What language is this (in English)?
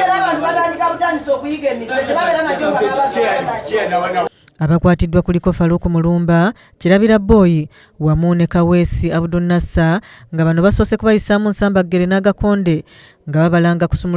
Ganda